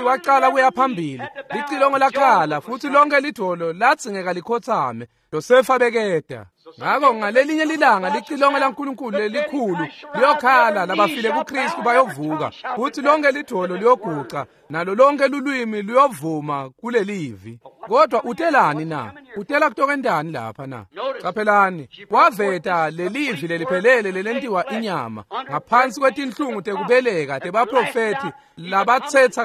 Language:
Swati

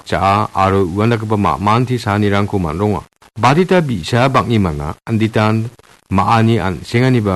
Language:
Garo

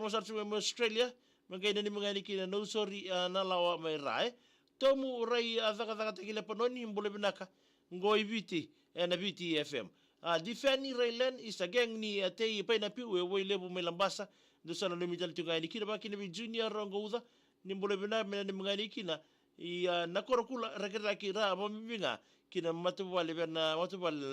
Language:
Fijian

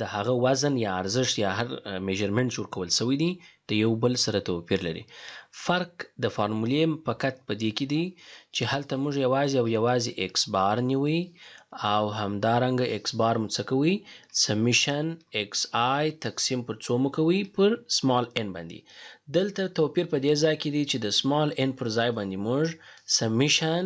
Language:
Pashto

